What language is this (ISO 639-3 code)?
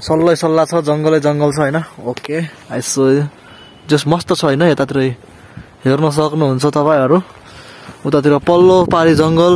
nep